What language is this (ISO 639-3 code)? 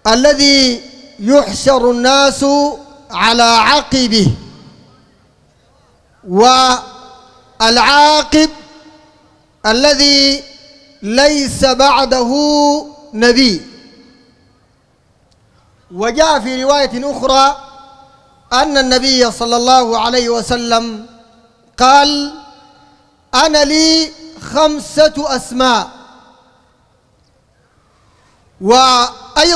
apd